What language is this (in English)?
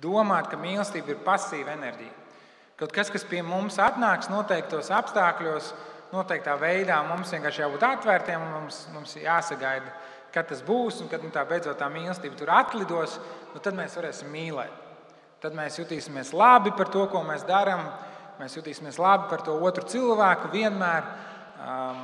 Latvian